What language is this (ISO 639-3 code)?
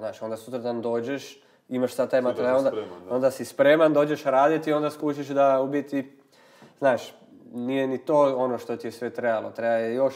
hrv